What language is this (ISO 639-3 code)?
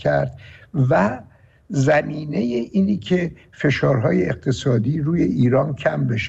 fas